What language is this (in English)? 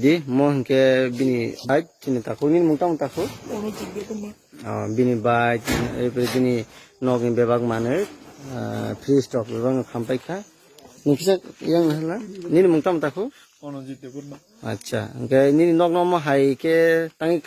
Kok Borok